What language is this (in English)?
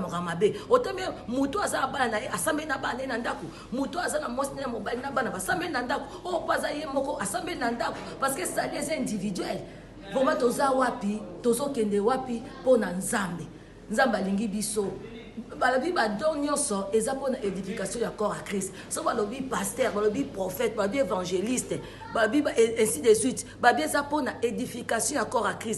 Lingala